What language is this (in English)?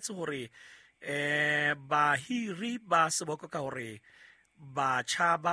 Southern Sotho